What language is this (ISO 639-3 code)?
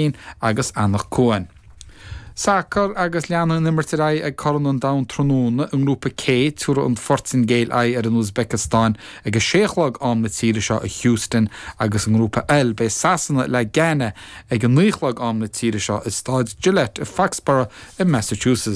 gle